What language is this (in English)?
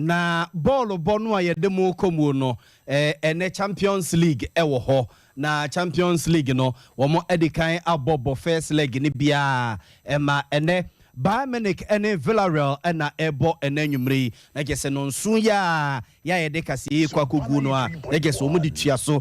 Akan